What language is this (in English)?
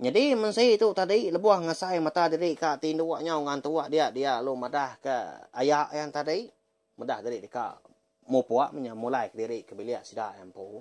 Iban